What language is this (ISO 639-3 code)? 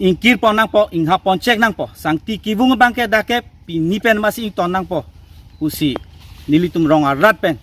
mjw